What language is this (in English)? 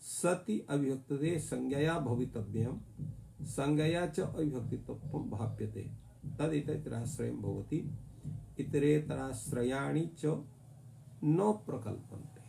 Sanskrit